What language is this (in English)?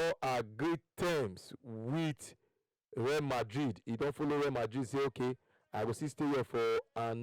Nigerian Pidgin